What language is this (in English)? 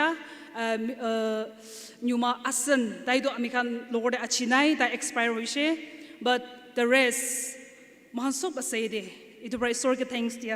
Naga Pidgin